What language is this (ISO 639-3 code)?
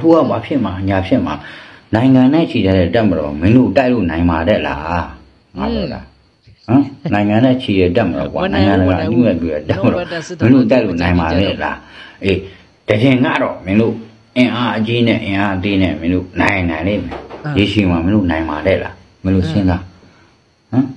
mya